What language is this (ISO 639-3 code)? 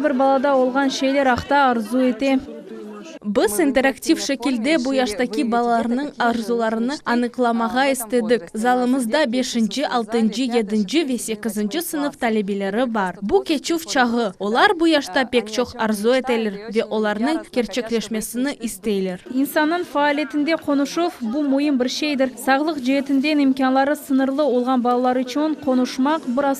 crh